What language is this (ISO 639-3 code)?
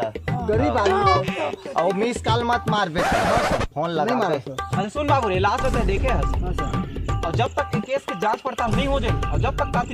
hne